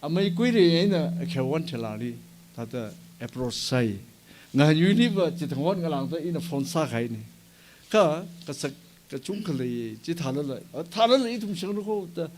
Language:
Tangkhul Naga (India)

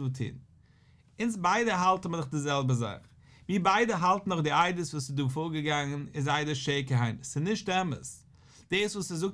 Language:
Yiddish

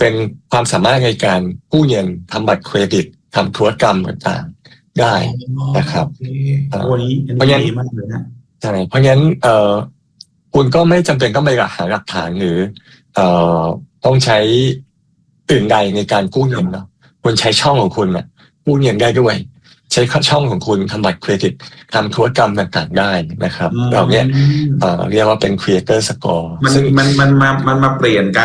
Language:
Thai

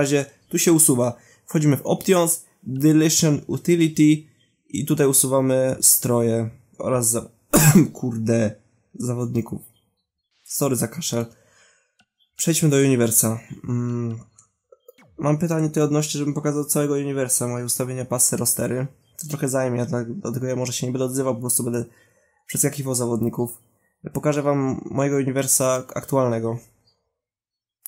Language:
Polish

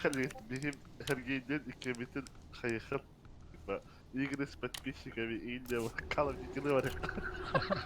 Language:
Yakut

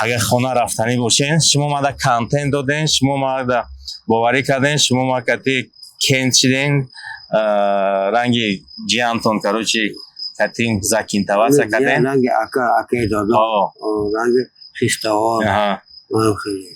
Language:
Tajik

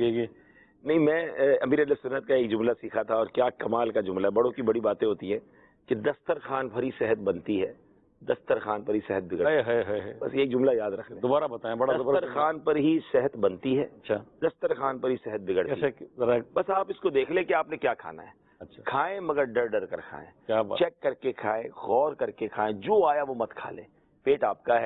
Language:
Urdu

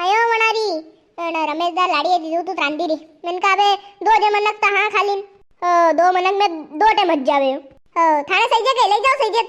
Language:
Rajasthani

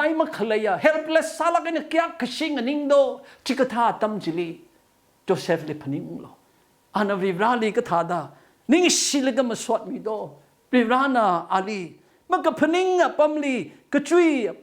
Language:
Tangkhul Naga (India)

